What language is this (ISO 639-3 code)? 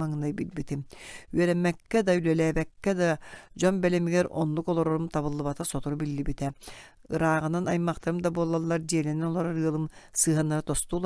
sah